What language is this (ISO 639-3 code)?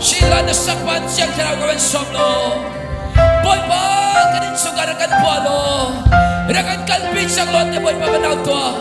cnh